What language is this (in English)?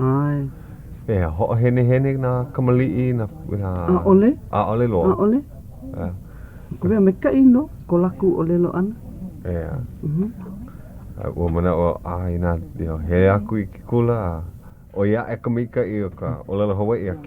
Hawaiian